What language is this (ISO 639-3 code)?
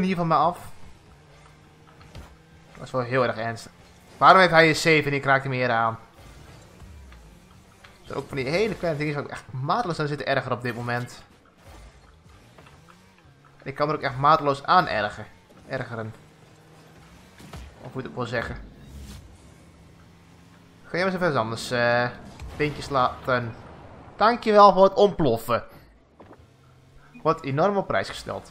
nld